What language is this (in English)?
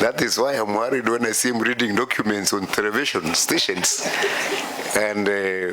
Meru